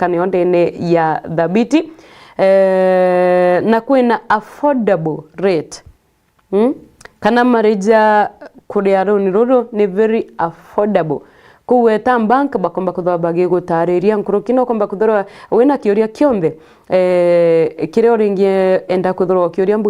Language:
Meru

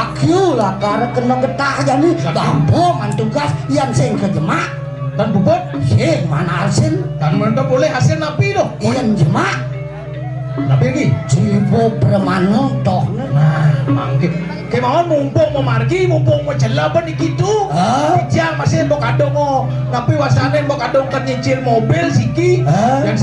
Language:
Balinese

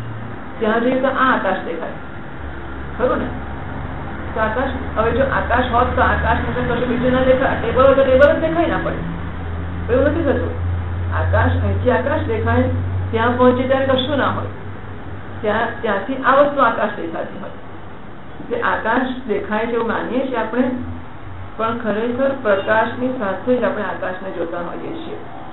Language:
Gujarati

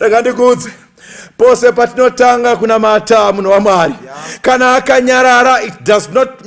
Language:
Shona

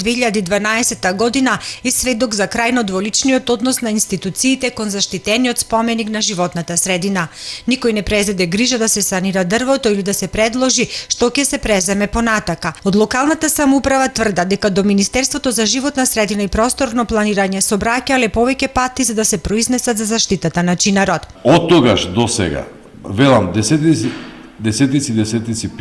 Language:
Macedonian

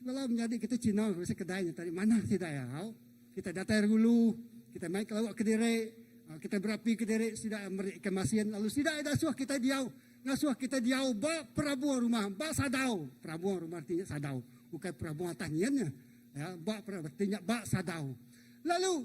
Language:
Iban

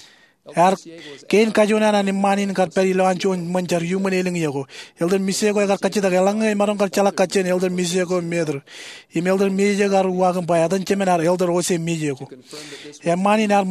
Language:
Marshallese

